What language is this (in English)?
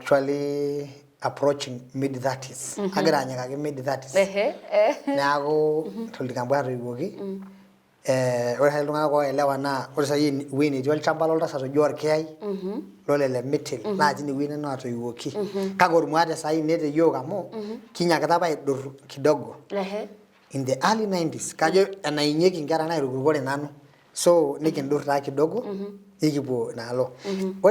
Masai